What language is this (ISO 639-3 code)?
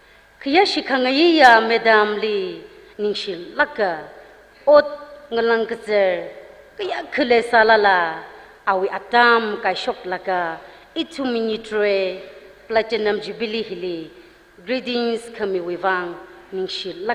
nmf